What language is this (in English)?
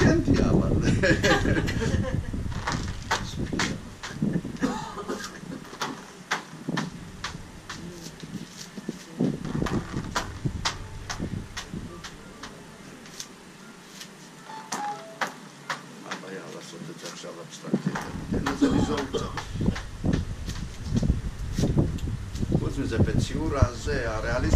Hebrew